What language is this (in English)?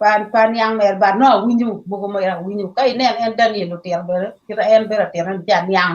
Acoli